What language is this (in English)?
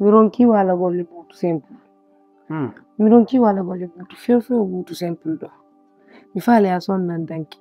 Fula